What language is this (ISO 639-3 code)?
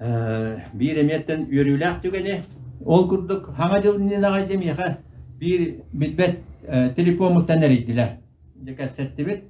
sah